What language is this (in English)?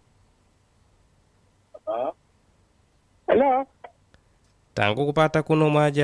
Swahili